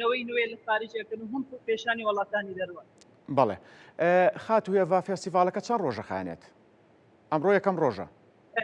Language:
Central Kurdish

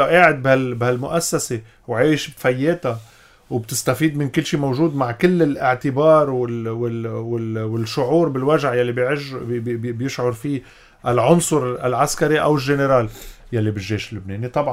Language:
North Levantine Arabic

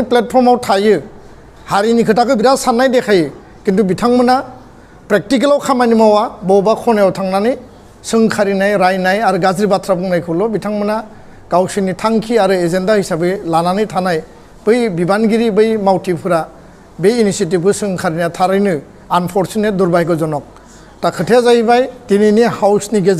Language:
Bodo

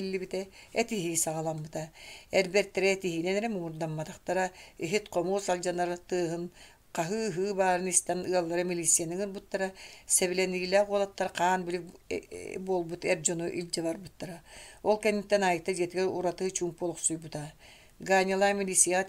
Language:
Yakut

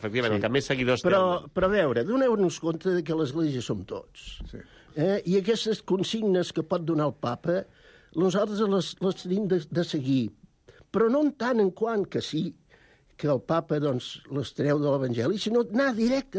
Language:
Catalan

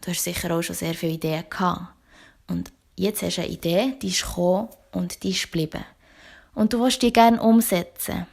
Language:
Swiss German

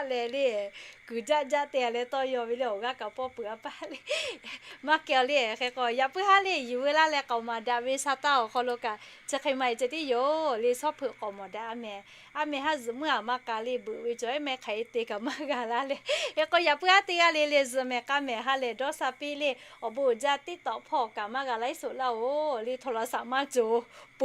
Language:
Lahu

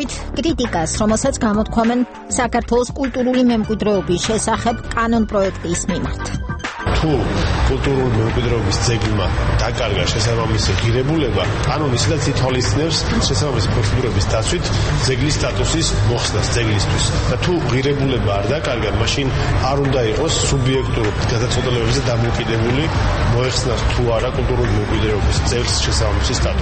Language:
Georgian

